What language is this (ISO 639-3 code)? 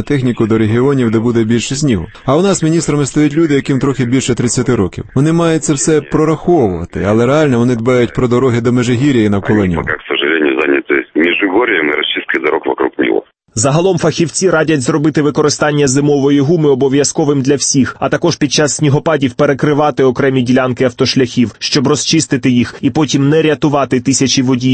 ukr